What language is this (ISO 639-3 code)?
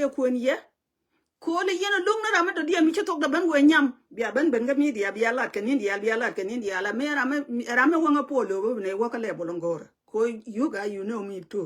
nus